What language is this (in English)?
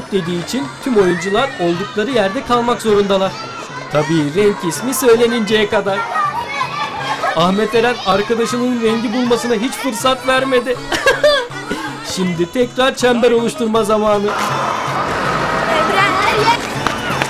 Turkish